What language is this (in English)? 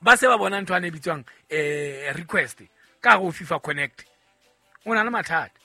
Southern Sotho